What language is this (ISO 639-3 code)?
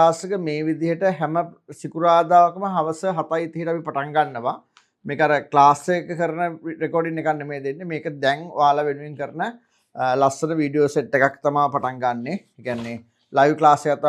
sin